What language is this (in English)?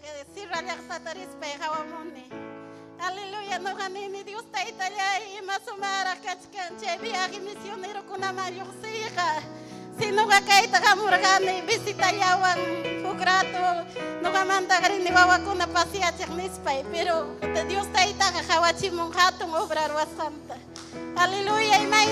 Ayacucho Quechua